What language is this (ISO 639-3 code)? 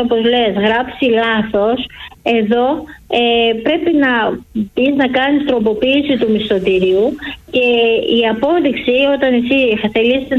ell